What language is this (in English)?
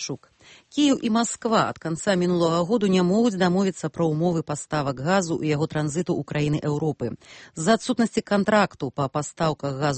Belarusian